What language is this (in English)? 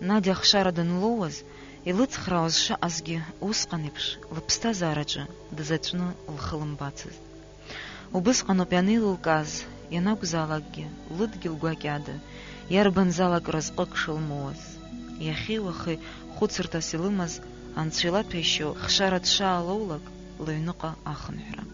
Abkhazian